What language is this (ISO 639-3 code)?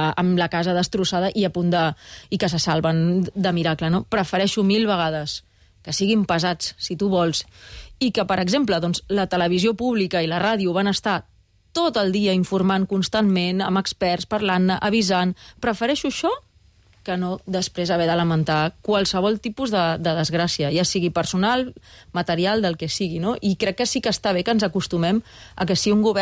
cat